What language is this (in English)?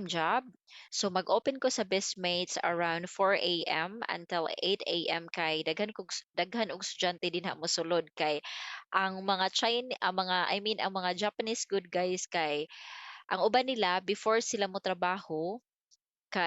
Cebuano